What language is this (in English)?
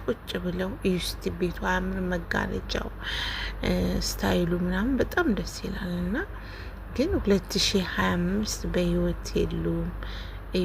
Amharic